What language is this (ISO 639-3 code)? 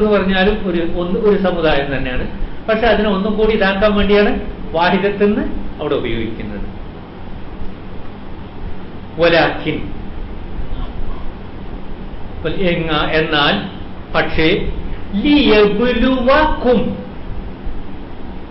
mal